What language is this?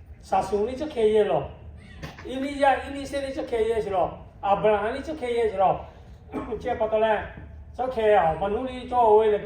Lahu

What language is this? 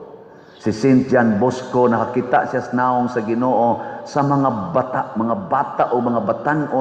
Cebuano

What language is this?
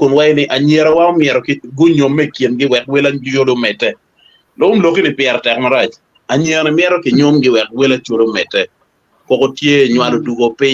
Acoli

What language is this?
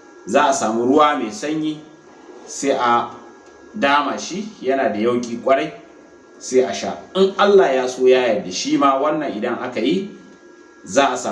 Hausa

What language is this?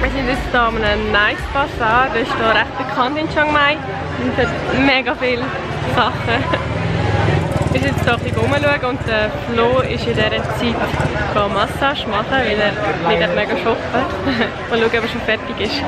Swiss German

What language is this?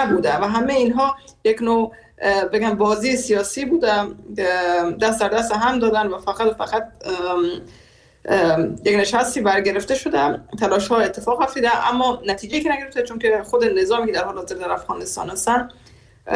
Persian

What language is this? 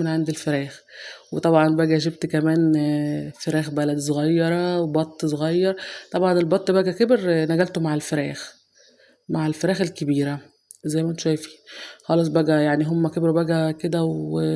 Egyptian Arabic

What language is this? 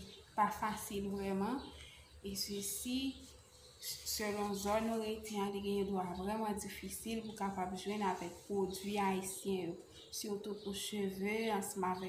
Haitian Creole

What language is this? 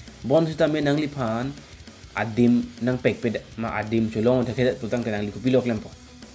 Karbi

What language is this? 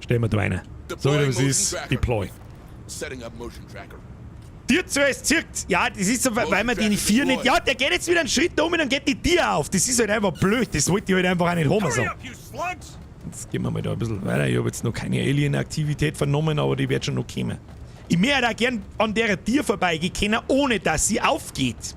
Bavarian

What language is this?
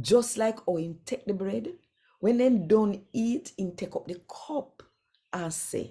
Jamaican Creole English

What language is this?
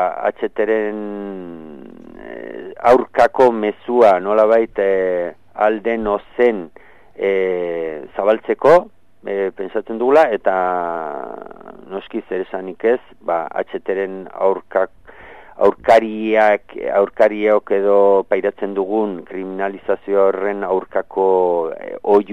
Basque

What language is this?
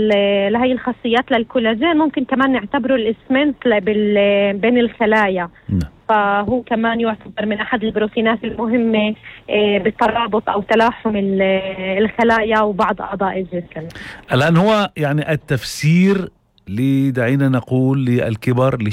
North Levantine Arabic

